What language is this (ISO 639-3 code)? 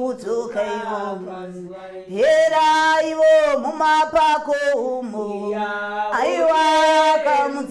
sna